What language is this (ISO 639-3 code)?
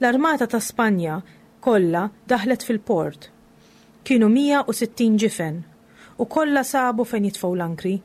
mlt